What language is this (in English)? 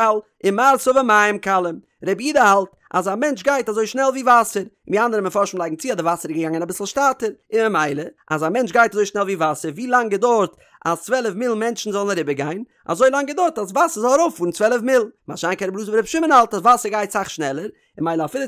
Yiddish